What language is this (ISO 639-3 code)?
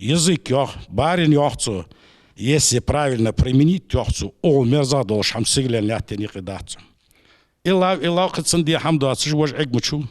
inh